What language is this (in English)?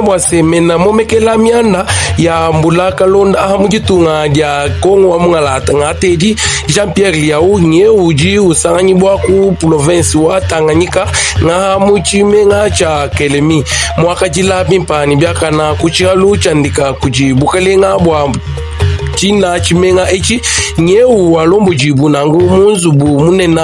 Luba-Lulua